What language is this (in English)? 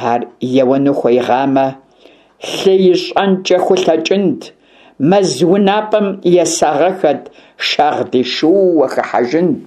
Kabardian